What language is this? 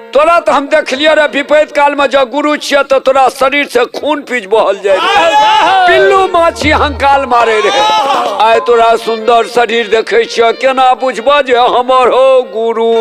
Maithili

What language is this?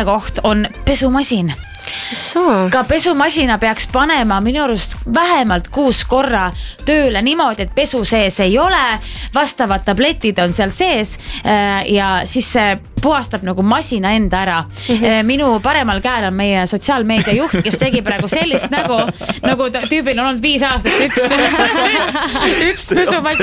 Estonian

